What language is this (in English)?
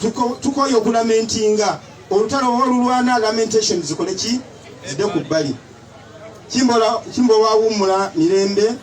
Ganda